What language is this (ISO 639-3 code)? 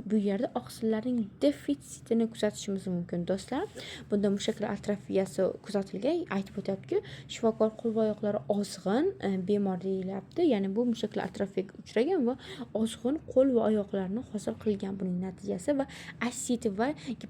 uzb